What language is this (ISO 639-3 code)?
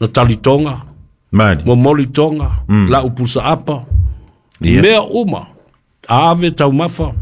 smo